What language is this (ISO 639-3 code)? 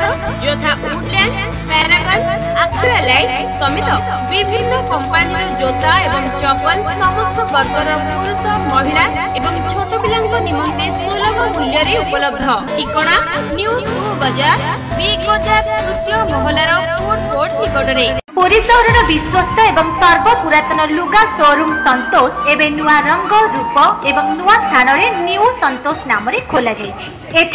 ori